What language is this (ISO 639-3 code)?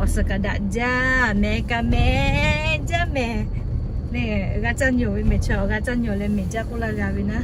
lhu